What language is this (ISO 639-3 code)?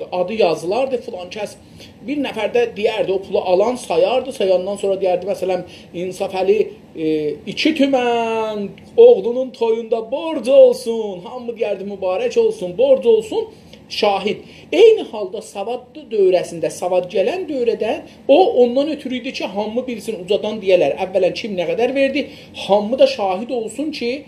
azb